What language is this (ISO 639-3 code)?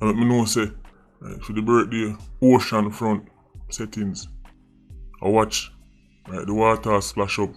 jam